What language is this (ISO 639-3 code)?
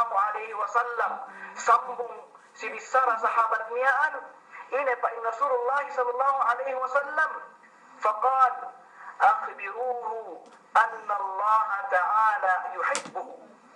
yka